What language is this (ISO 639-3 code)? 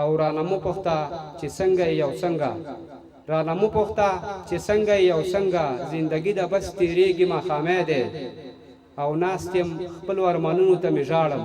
pus